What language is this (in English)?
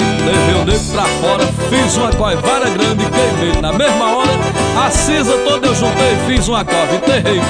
Portuguese